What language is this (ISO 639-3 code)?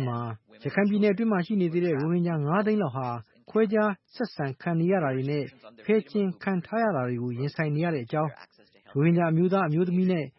mya